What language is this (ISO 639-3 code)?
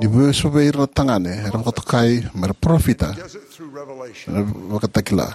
fij